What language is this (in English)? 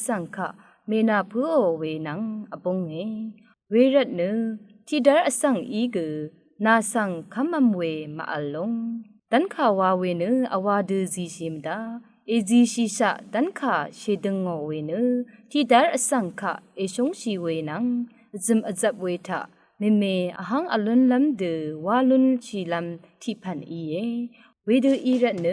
Rawang